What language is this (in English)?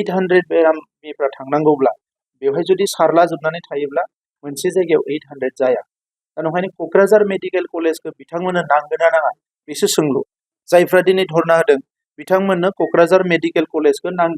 Bodo